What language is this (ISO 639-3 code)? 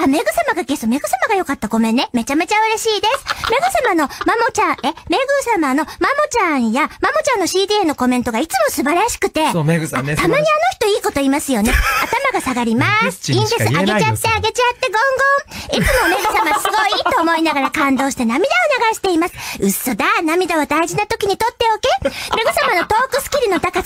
jpn